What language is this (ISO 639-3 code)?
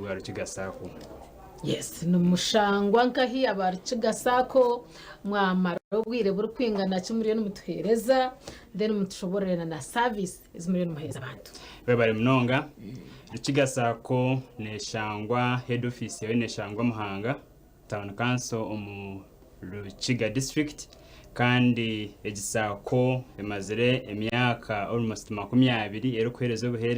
nyn